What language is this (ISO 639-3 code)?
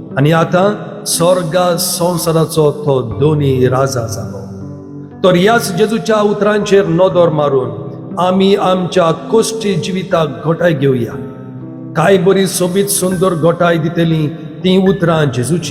kok